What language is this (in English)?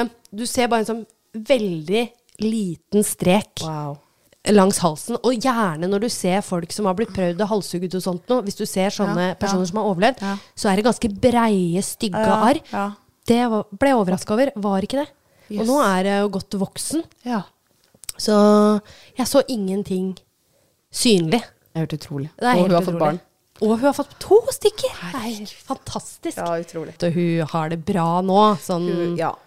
Norwegian